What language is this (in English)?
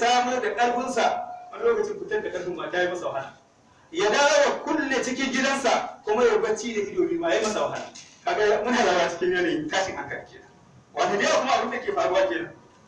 Hausa